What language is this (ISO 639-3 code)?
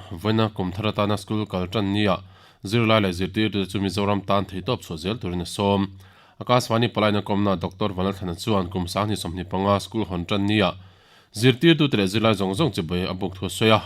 lus